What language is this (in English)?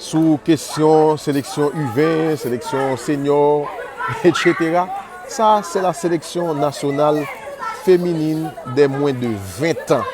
Haitian Creole